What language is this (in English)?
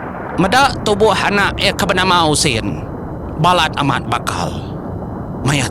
Iban